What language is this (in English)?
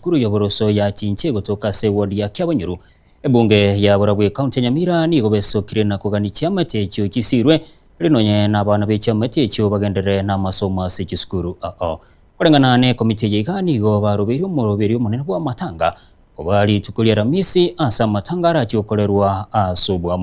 Gusii